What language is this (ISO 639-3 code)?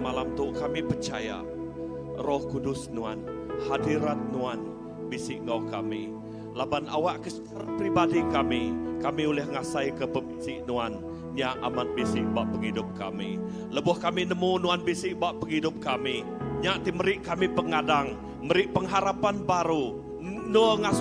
iba